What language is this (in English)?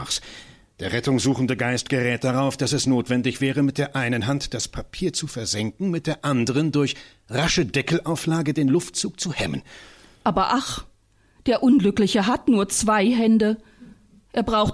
German